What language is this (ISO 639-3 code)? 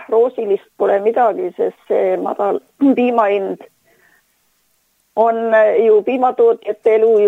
est